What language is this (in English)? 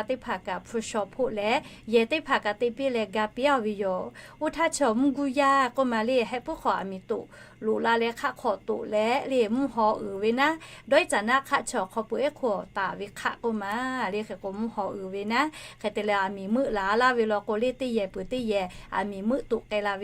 Lahu